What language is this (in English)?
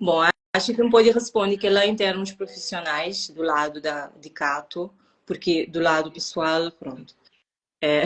Kabuverdianu